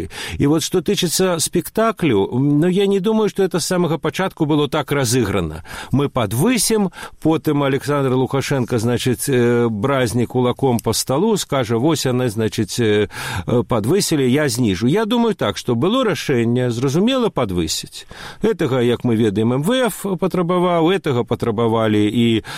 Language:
Belarusian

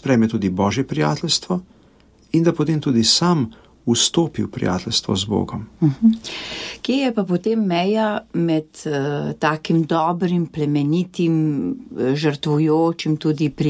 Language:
Slovenian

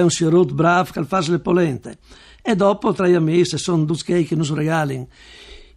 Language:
Friulian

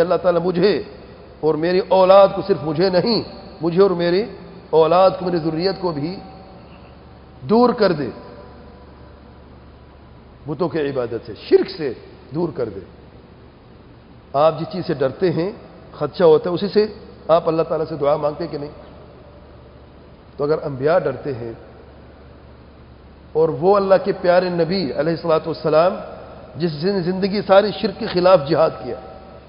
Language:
Urdu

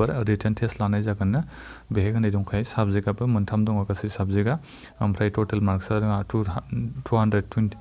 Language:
Bodo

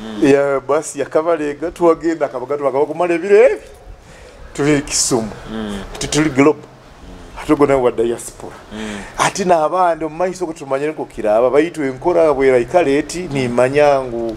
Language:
Nyoro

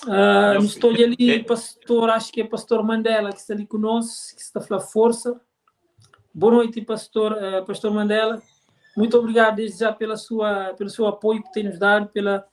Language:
Kabuverdianu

